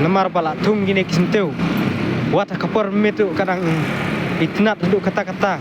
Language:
Khasi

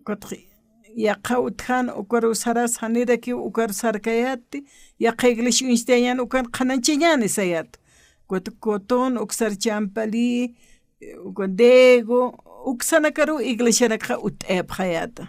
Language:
Aymara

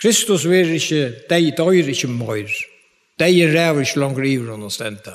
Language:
Faroese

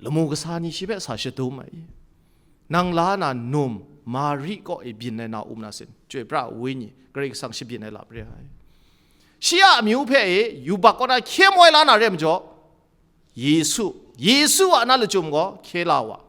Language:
Kachin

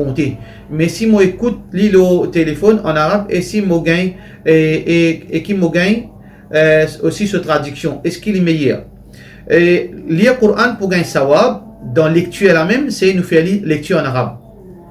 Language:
Morisyen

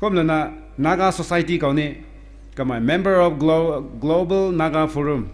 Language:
Rongmei Naga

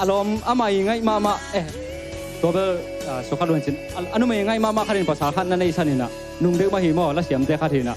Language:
Tedim Chin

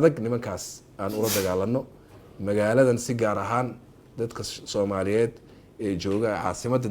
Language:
Somali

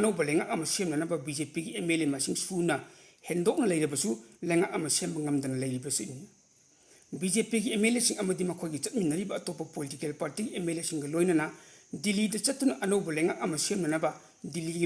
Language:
Manipuri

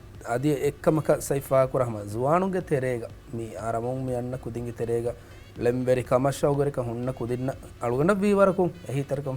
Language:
Divehi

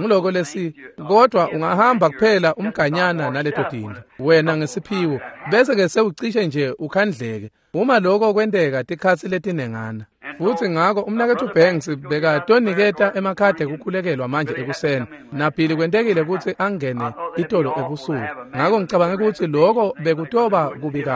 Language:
Swati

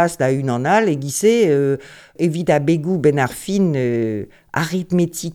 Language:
Breton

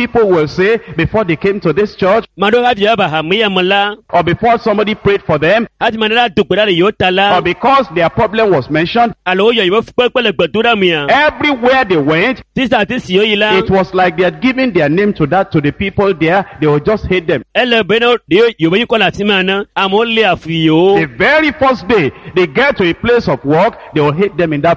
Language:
Ewe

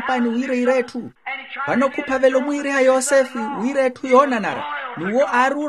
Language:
Makhuwa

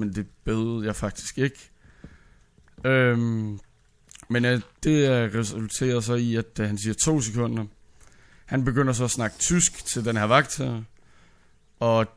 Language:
Danish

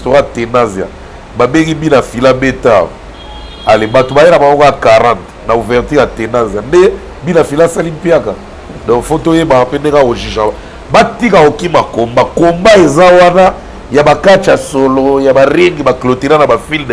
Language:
Lingala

